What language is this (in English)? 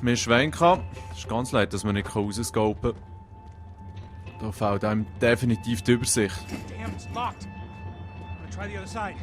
Swiss German